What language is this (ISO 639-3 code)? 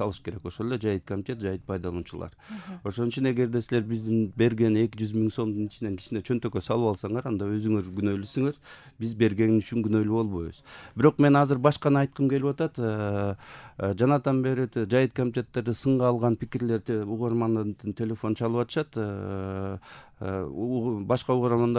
kir